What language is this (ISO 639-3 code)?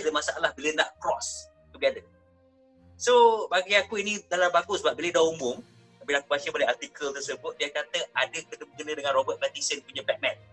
msa